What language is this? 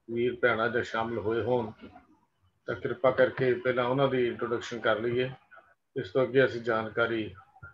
Punjabi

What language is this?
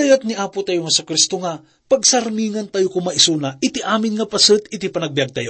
Iloko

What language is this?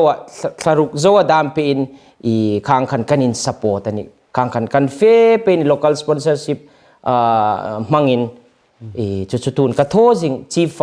Hmar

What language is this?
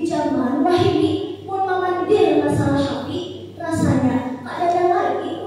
Banjar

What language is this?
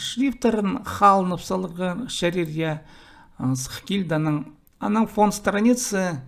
Khakas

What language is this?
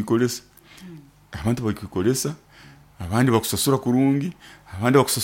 Nyoro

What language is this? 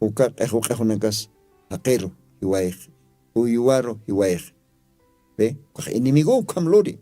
Aymara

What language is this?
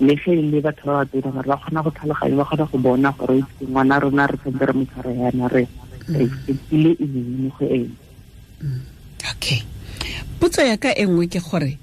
Tswana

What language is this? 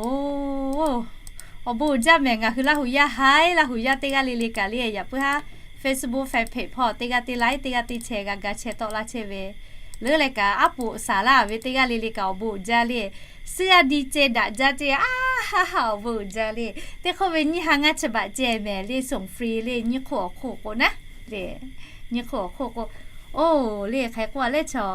Lahu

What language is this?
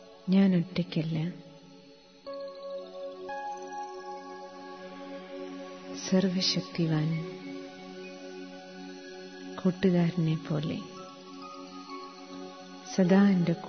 Malayalam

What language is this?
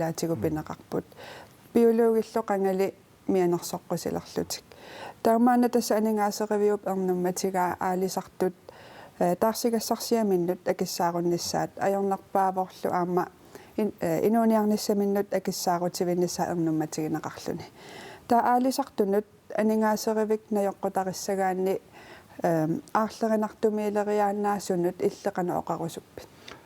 Kalaallisut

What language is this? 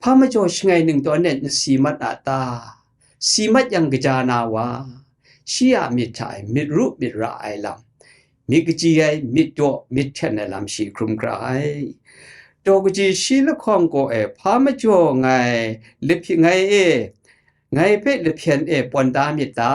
Kachin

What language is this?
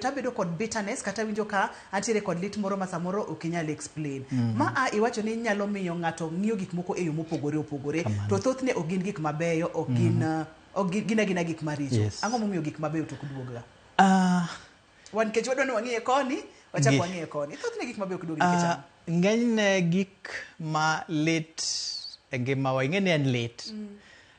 Luo (Kenya and Tanzania)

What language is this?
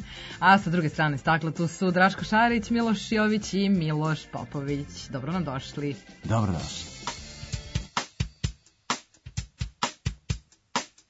Serbian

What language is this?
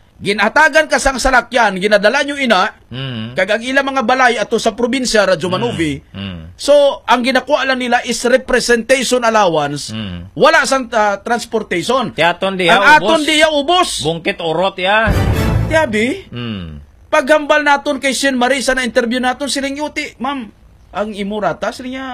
Hiligaynon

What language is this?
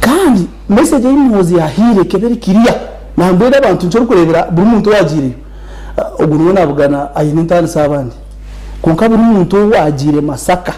Nyankole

